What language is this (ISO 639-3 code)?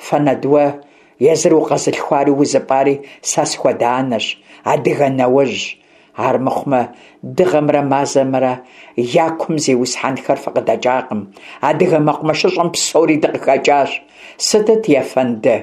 kbd